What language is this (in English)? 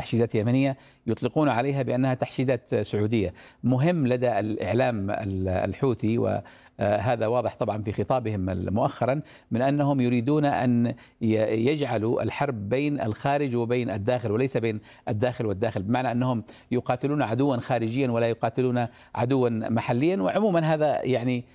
Arabic